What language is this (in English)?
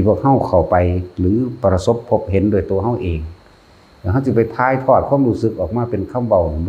Northeastern Thai